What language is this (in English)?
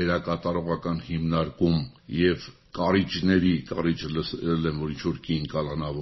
Armenian